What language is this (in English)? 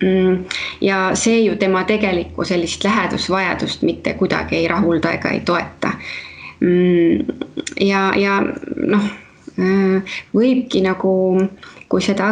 Estonian